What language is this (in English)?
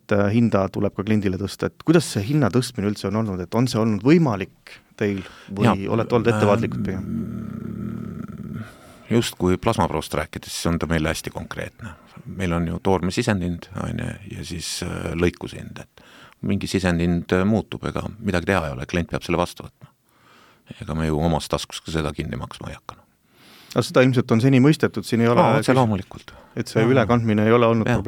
Estonian